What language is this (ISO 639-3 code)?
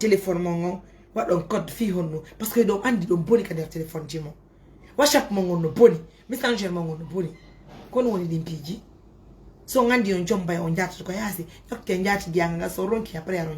ful